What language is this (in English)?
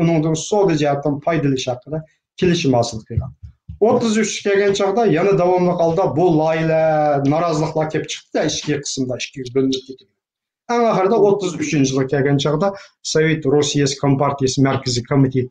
Uyghur